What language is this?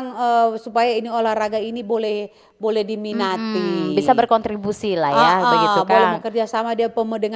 Manado Malay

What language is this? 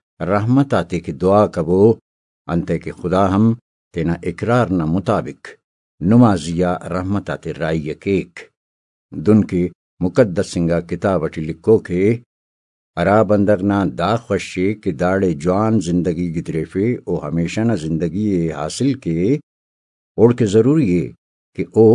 Brahui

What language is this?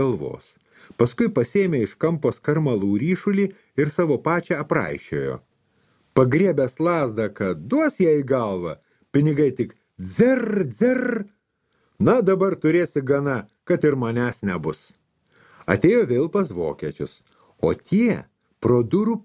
Lithuanian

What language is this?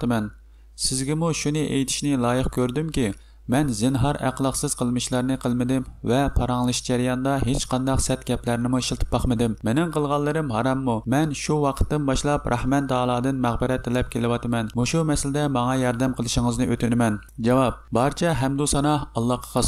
Uyghur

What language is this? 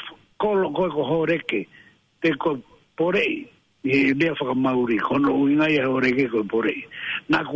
Tongan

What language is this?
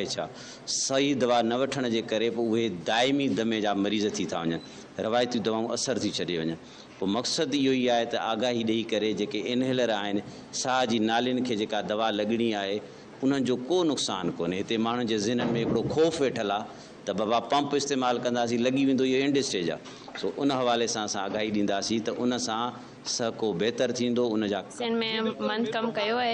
Sindhi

